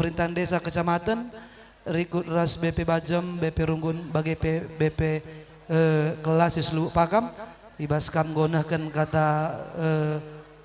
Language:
Batak Karo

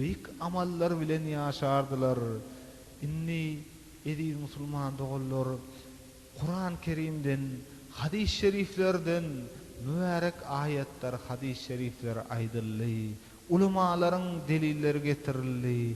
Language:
Turkmen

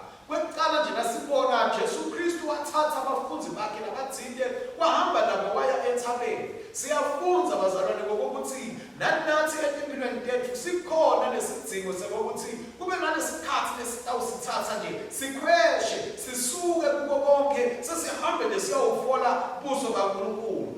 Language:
Swati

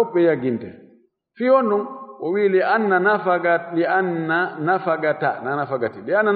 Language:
Fula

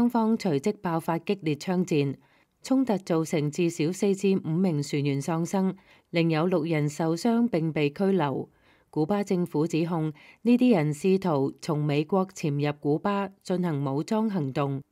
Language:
Cantonese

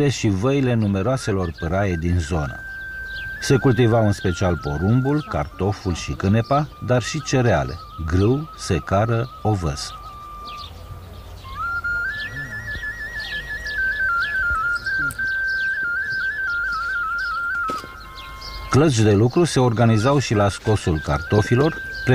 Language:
Romanian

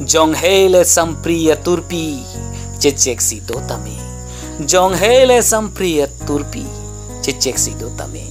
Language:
Karbi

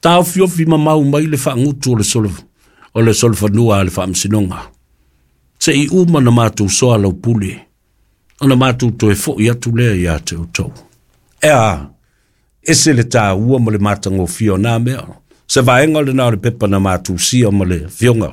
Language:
Samoan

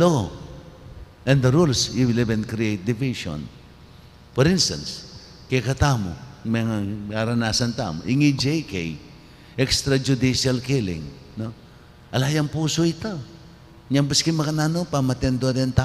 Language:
Pampanga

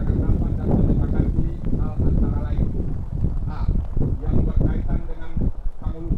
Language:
Minangkabau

